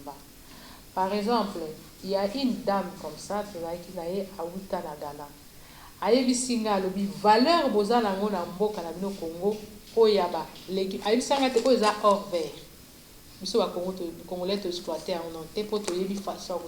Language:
Lingala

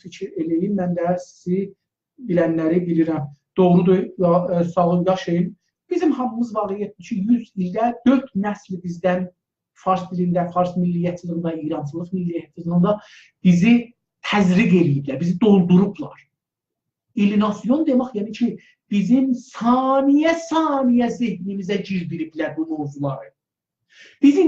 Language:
South Azerbaijani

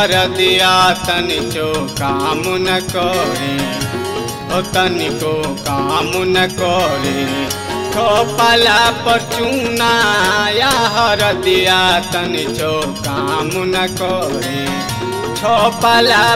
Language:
Bhojpuri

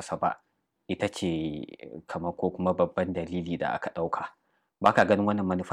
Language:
Hausa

